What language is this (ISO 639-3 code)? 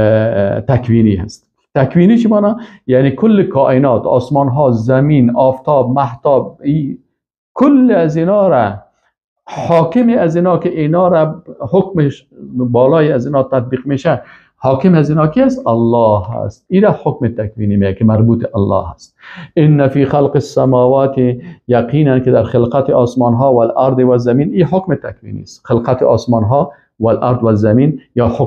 fas